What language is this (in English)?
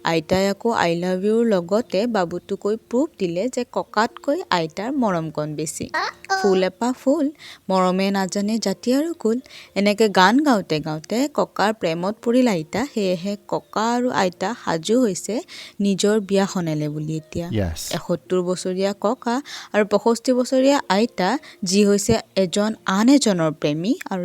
Assamese